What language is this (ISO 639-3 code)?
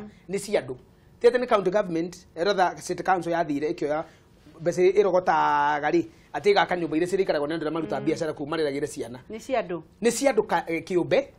kik